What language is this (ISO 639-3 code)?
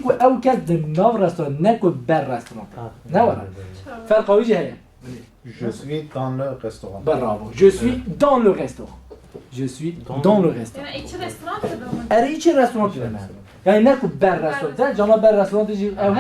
kur